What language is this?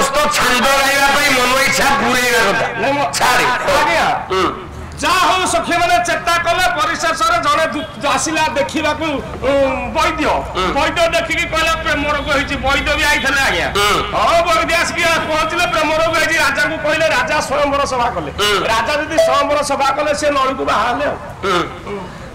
Odia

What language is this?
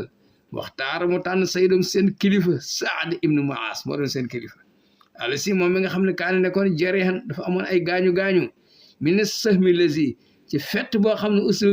Wolof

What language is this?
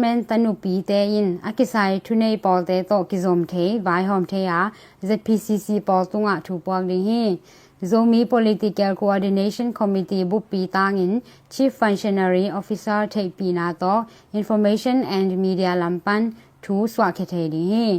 Tedim Chin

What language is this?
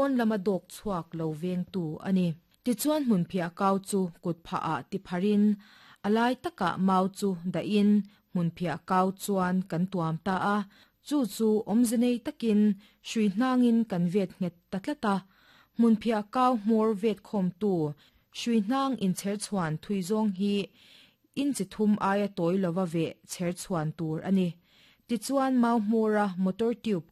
Mizo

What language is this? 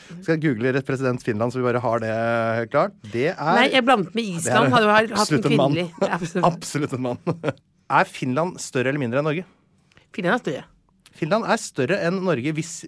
Norwegian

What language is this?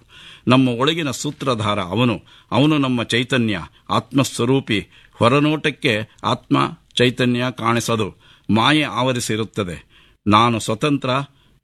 Kannada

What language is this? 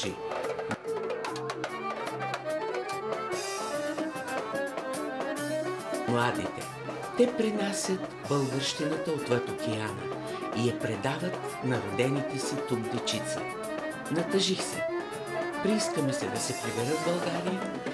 Bulgarian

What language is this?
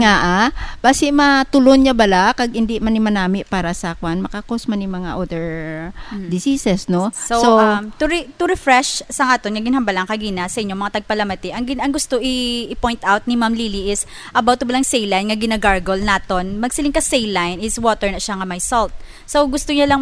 Hiligaynon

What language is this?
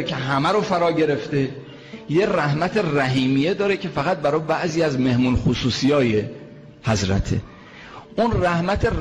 Persian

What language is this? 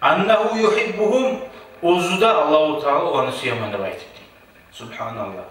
Kumyk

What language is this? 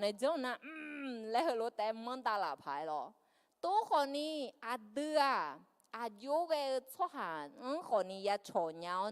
Akha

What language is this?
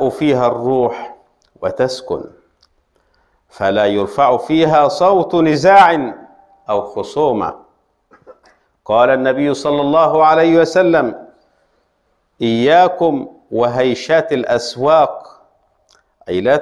Arabic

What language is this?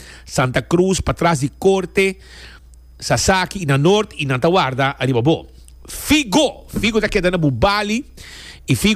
Papiamento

